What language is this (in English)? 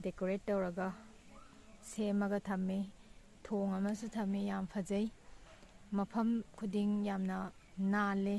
Manipuri